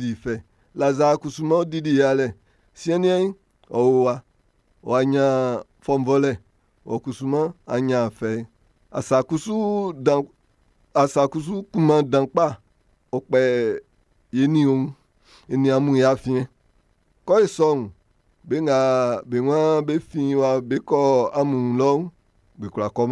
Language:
Baoulé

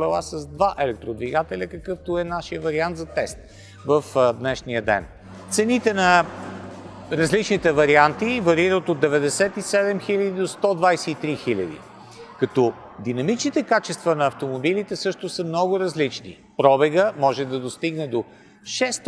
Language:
Bulgarian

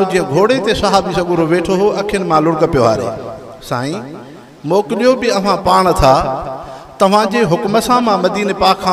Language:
Sindhi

